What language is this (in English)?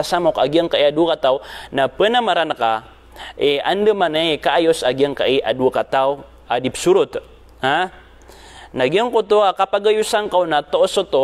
Maranao